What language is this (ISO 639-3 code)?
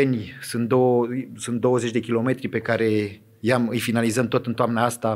ron